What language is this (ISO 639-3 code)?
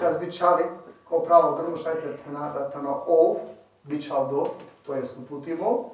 rmn